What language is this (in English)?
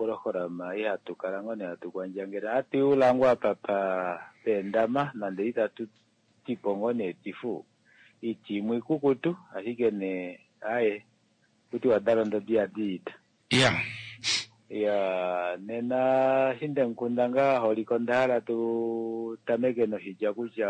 Kuanyama